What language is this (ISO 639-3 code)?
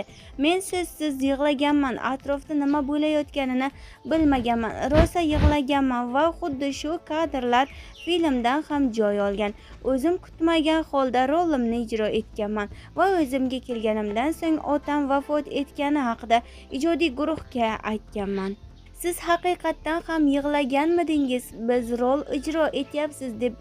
uzb